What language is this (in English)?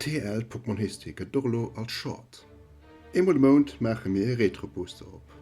Luxembourgish